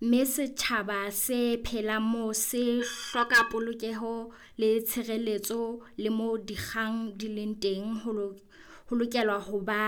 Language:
Southern Sotho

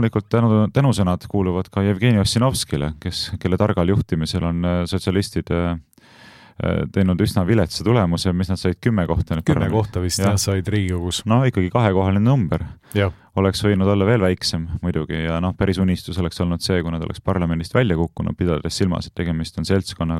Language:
Estonian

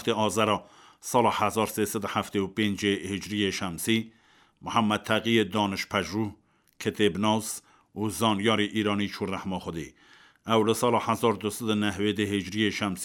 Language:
Kurdish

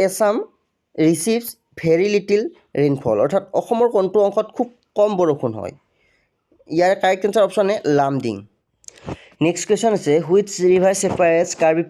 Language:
Assamese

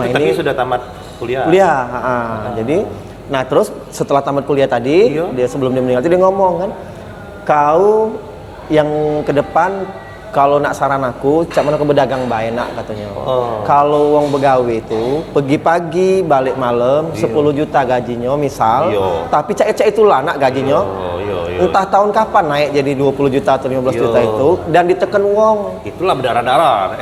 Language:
Musi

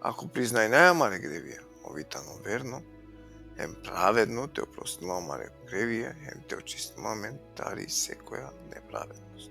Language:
Balkan Romani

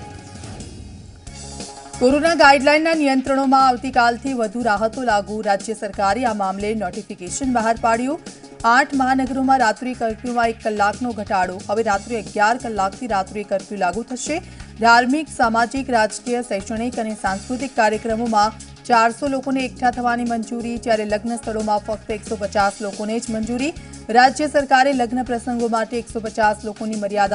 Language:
Gujarati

